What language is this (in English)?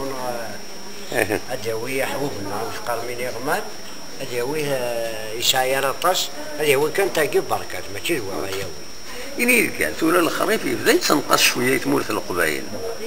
Kabyle